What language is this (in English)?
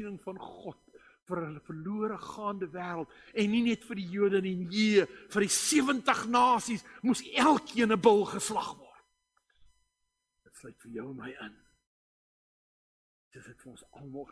Afrikaans